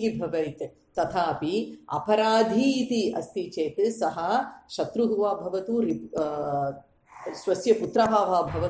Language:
Sanskrit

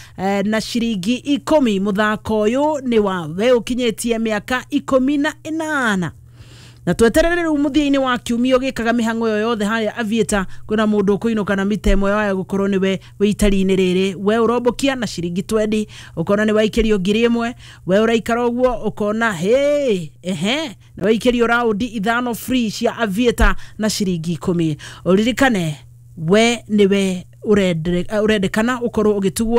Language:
Kikuyu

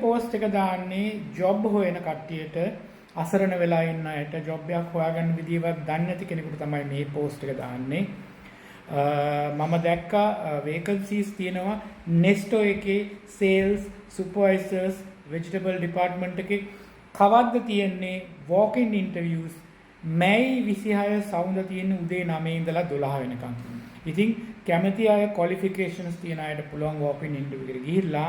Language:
Sinhala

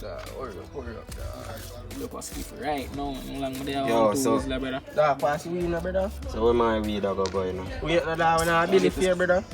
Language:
Jamaican Creole English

